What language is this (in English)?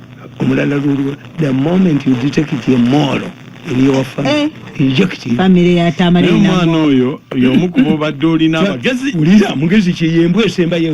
Ganda